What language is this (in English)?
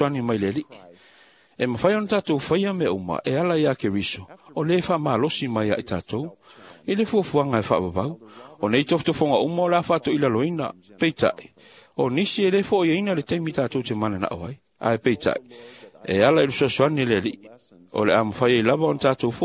Samoan